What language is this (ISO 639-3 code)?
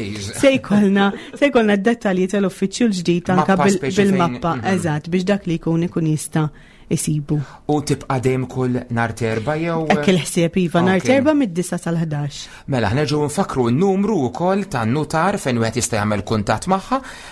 mlt